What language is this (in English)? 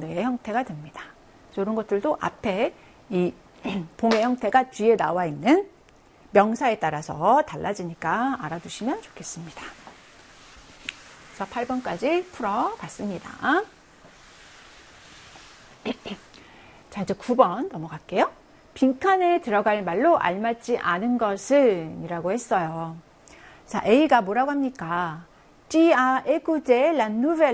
Korean